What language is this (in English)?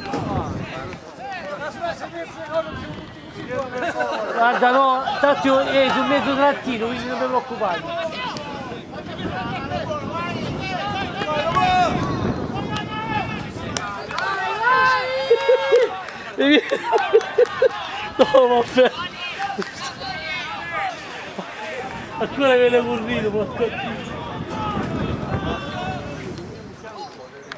Italian